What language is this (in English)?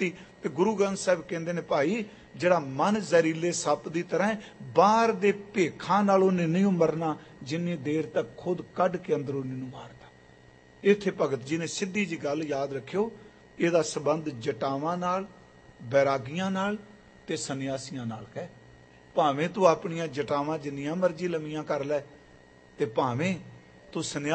Punjabi